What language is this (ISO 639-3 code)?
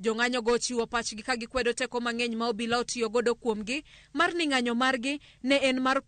luo